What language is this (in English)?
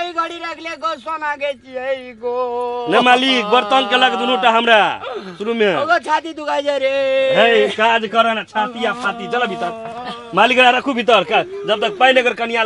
Maithili